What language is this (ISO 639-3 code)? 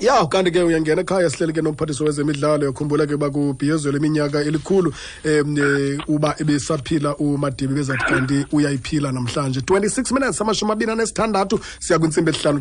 xho